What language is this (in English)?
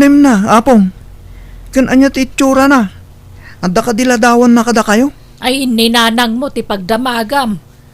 Iloko